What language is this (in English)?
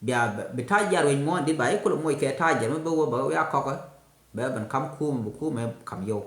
Nuer